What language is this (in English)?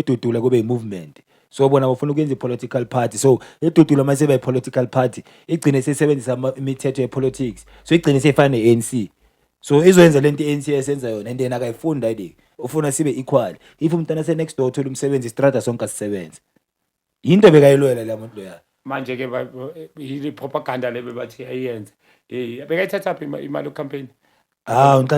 Zulu